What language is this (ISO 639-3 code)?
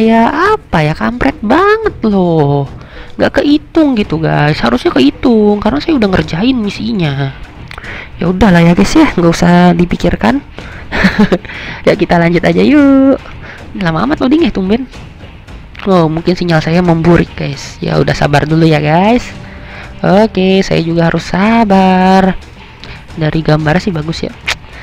ind